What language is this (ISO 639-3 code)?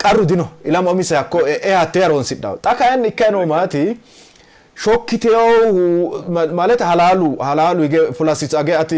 sid